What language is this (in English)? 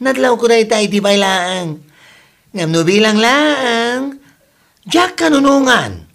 Iloko